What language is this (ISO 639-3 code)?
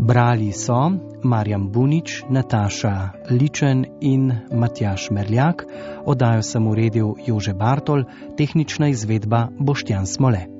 slv